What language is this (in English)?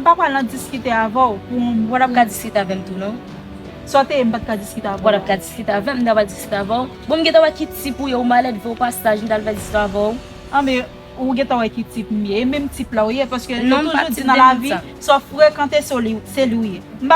Haitian Creole